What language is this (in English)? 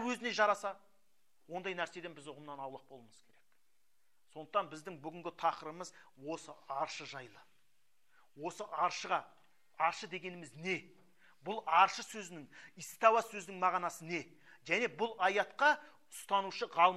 Kazakh